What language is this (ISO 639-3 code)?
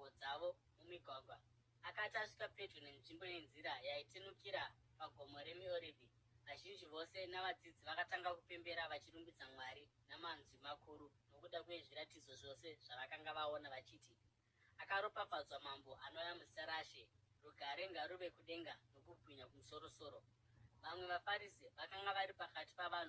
sna